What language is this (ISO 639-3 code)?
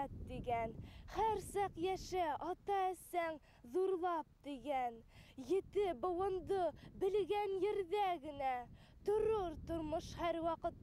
bak